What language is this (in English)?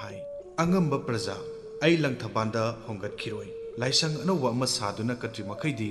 Manipuri